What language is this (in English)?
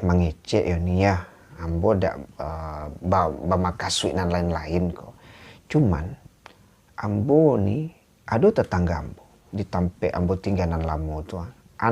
Minangkabau